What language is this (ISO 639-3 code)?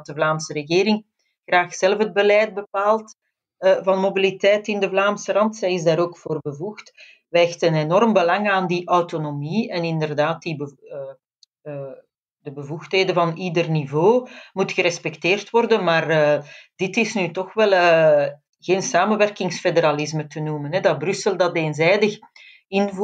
nld